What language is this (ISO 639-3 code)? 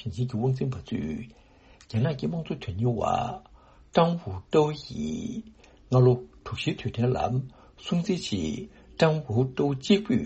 bod